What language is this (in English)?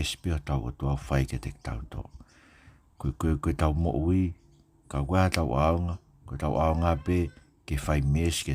Tongan